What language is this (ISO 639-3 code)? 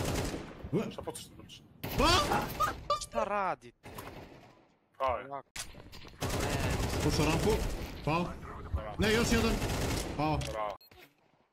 srp